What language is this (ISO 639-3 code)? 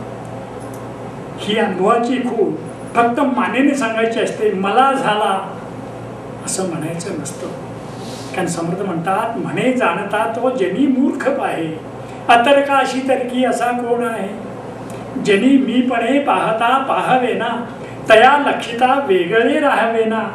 mar